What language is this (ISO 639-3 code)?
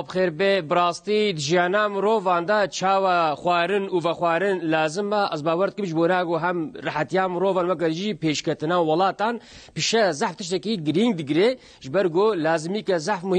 kur